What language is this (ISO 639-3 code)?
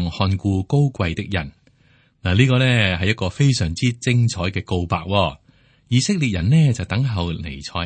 yue